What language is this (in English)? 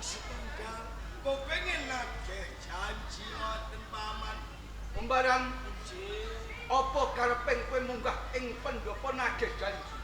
Javanese